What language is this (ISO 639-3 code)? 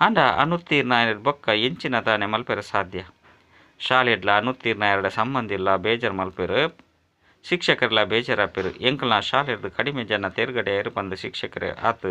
tcy